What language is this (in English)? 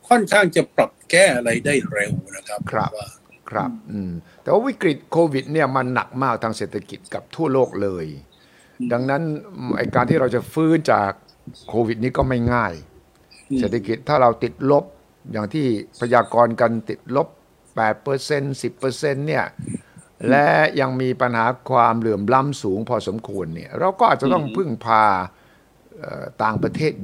Thai